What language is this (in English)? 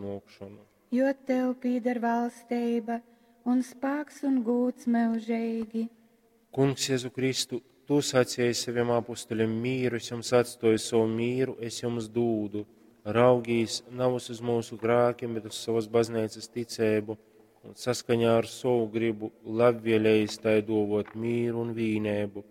Latgalian